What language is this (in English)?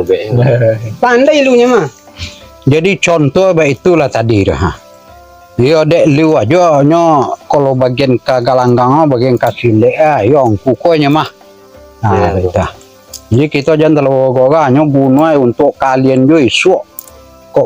Minangkabau